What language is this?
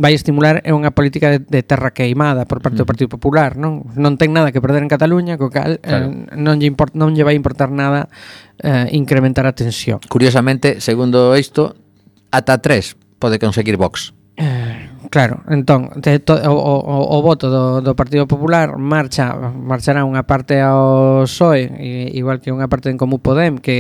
Galician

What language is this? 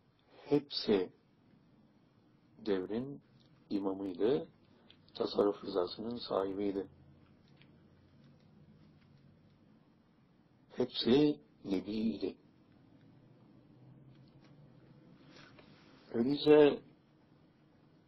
Turkish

